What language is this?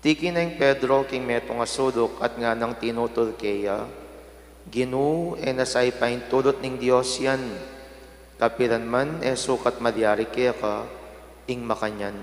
Pampanga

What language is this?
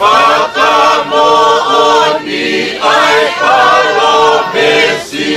Tongan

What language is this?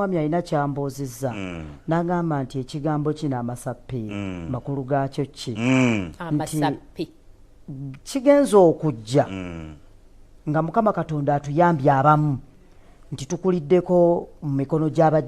Ganda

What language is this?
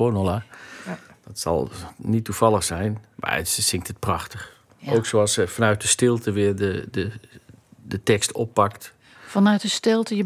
Dutch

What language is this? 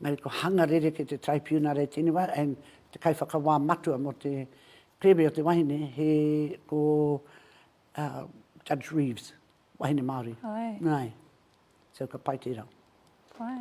Māori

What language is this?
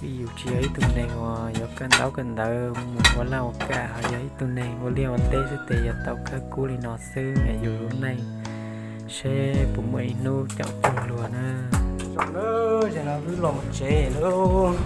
Hmong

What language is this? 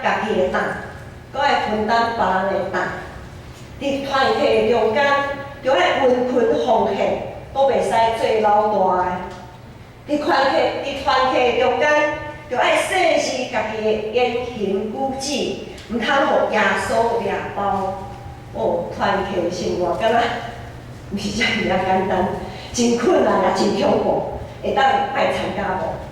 Min Nan Chinese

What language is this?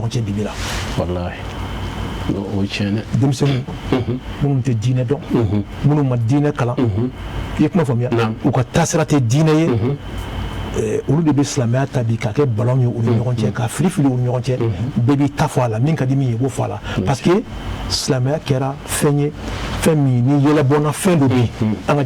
Bambara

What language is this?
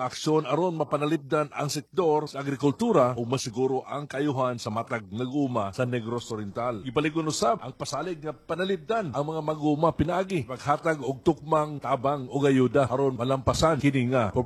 Cebuano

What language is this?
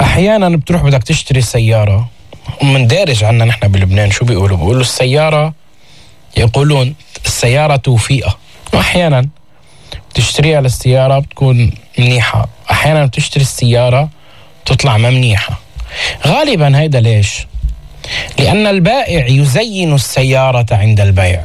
North Levantine Arabic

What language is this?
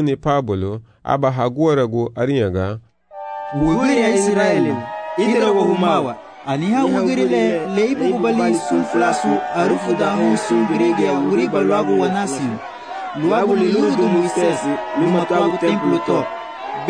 Garifuna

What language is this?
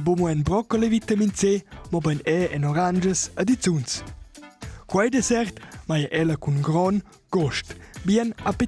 Romansh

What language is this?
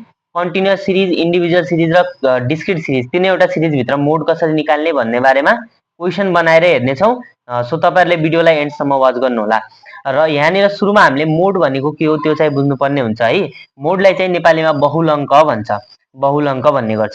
Nepali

